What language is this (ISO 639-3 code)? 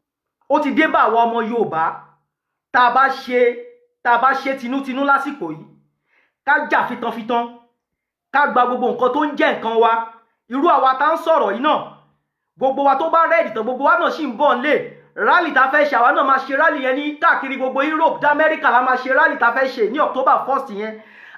yor